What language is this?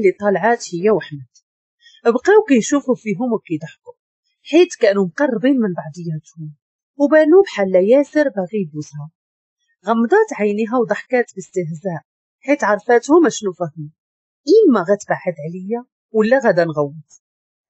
Moroccan Arabic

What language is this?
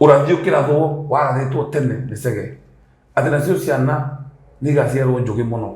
Kikuyu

